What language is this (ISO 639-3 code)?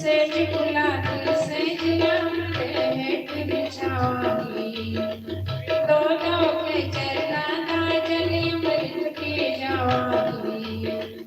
doi